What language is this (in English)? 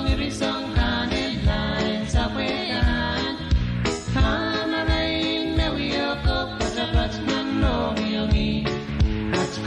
Pohnpeian